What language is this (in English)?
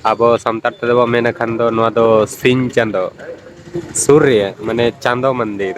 Santali